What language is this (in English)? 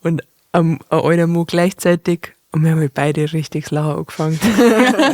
Bavarian